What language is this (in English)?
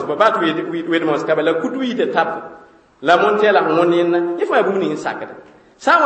Mossi